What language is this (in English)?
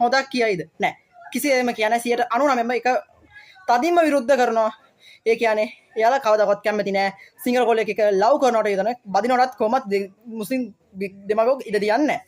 Sinhala